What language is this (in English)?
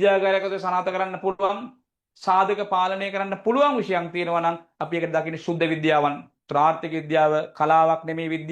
Sinhala